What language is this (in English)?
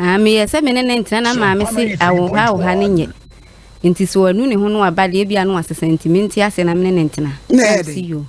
Akan